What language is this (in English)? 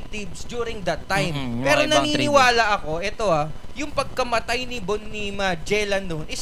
Filipino